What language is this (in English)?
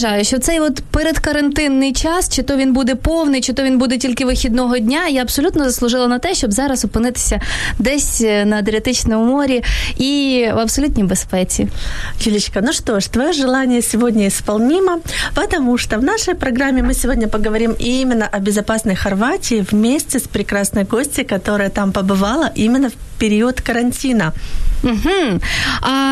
Ukrainian